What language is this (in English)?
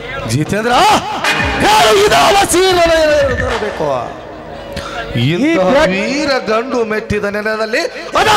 Kannada